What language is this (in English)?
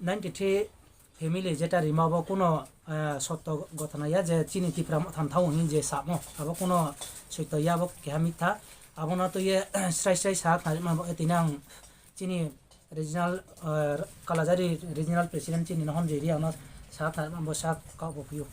Riang (India)